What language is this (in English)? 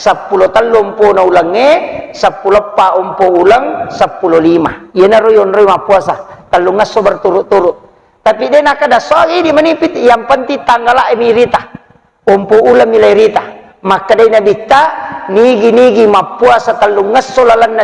Buginese